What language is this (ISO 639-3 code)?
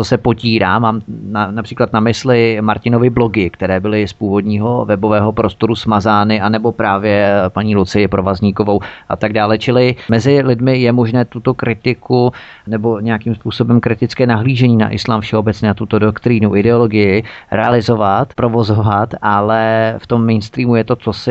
ces